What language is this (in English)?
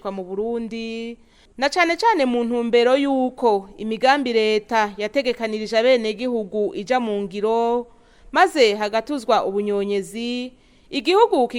Rundi